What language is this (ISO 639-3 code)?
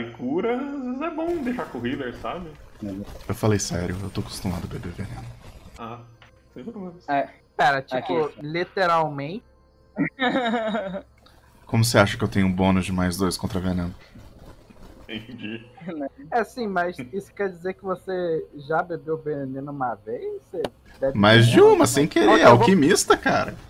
por